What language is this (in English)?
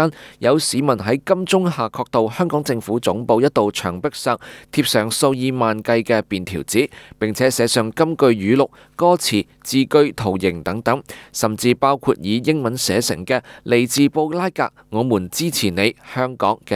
Cantonese